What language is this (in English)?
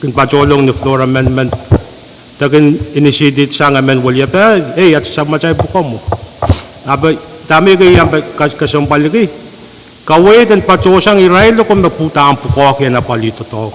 Pohnpeian